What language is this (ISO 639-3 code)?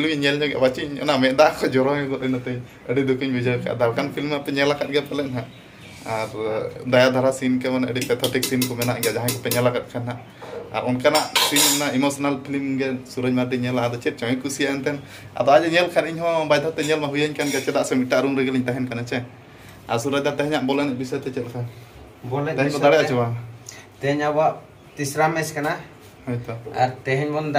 sat